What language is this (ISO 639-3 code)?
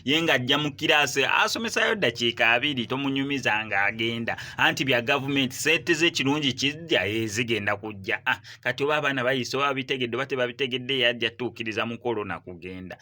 lug